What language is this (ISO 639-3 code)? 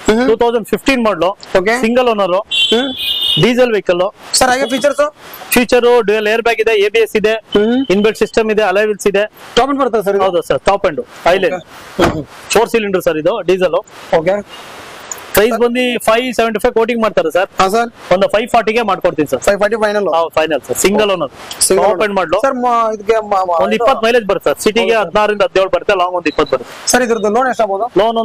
kan